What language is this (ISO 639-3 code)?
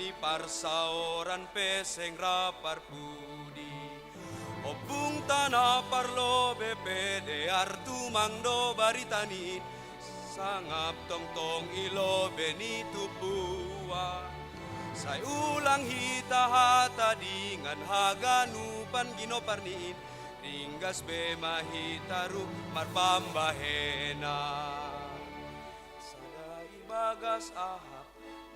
bts